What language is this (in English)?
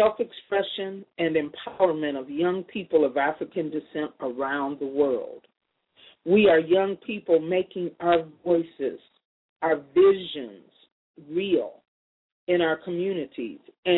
English